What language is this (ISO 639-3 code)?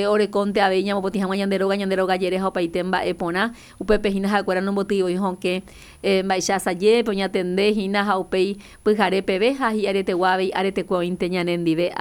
grn